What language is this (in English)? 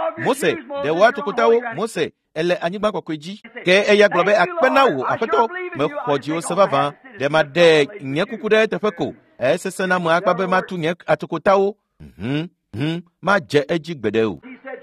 Ewe